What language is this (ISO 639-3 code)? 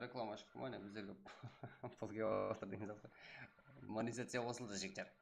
kaa